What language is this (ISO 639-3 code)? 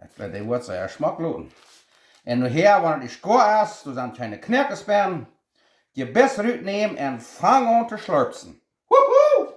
pdt